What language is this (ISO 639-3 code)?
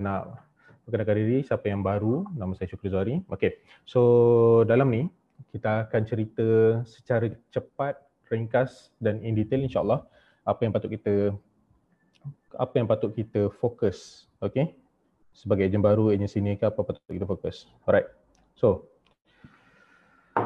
msa